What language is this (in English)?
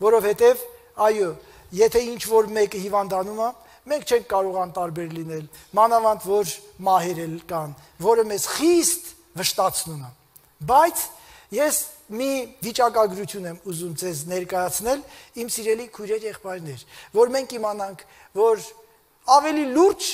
Armenian